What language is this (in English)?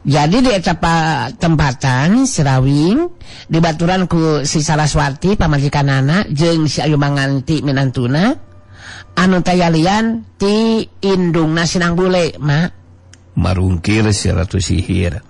Sundanese